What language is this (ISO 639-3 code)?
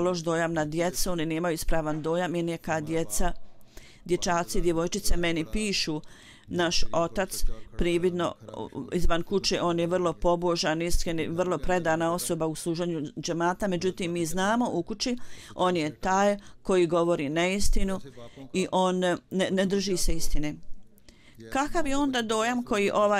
bos